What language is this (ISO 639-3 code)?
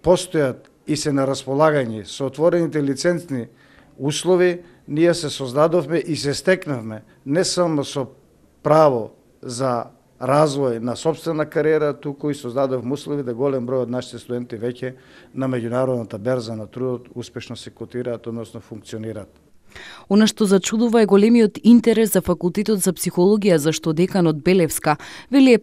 mkd